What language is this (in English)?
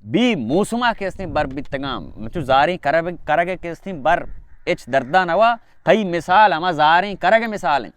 Baluchi